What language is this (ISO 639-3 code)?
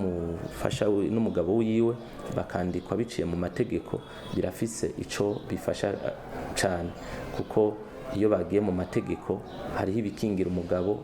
run